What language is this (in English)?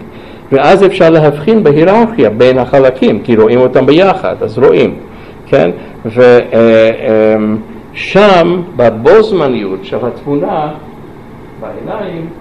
Hebrew